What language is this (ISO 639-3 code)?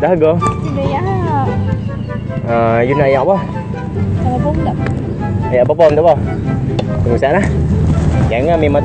msa